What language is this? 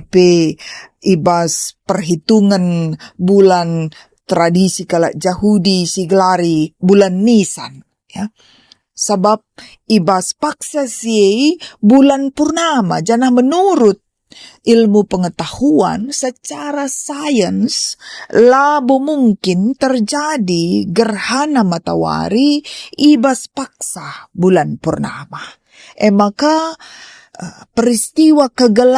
Batak Karo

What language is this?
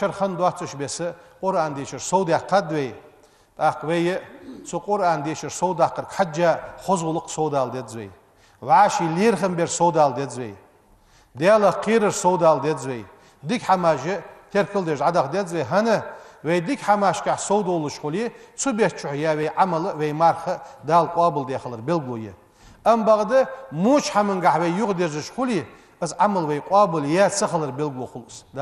Ingush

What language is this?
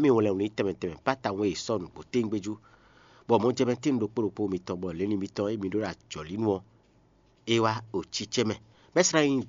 Fon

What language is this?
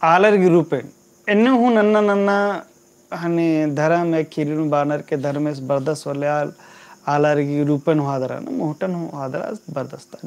Kurukh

